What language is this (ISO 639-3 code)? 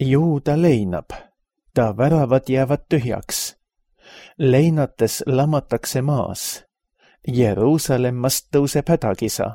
est